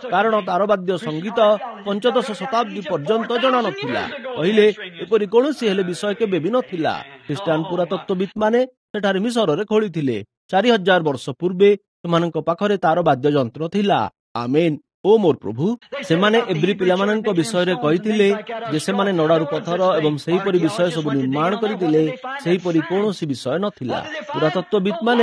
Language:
Odia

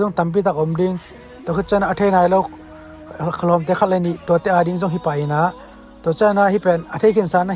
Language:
Tedim Chin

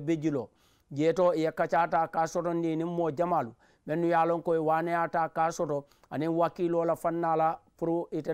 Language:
Mandingo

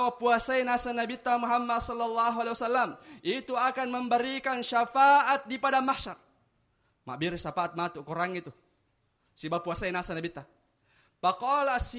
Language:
Buginese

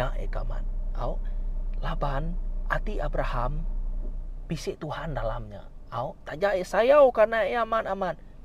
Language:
Iban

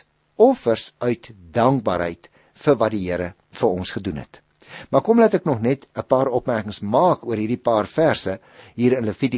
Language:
Afrikaans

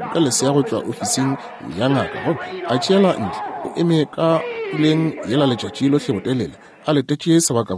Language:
Northern Sotho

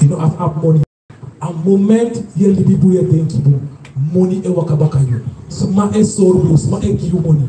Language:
Sranan Tongo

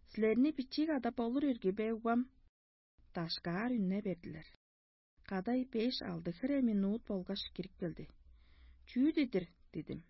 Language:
Tuvinian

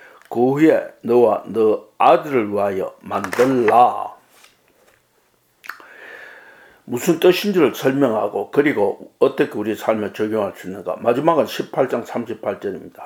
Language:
Korean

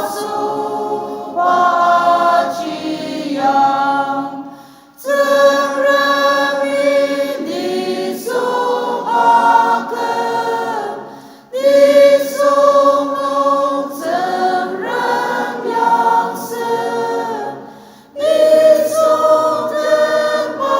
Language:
Ao Naga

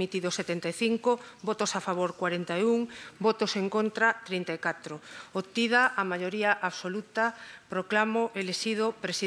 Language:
Galician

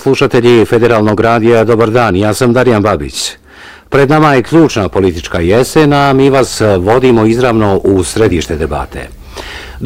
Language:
Bosnian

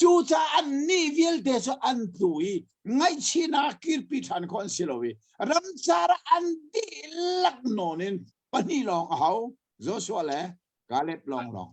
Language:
Hakha Chin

